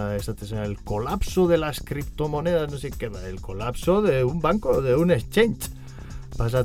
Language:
Basque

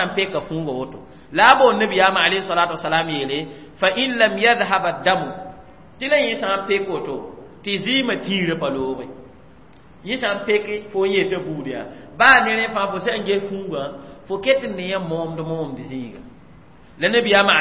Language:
Mossi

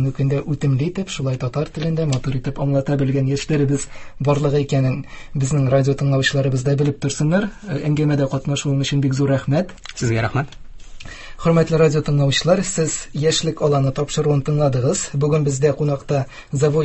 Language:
Tatar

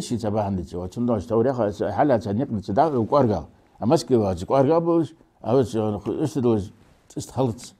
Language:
Ingush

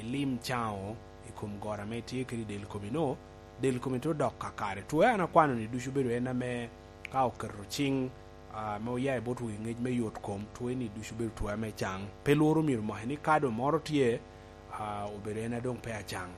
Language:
Lango (Uganda)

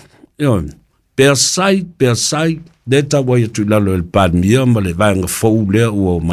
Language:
Samoan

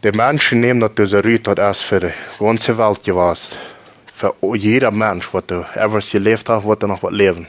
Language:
Plautdietsch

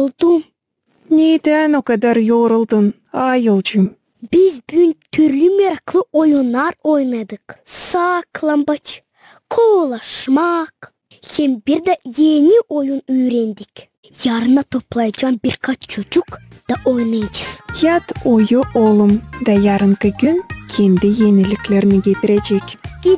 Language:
Gagauz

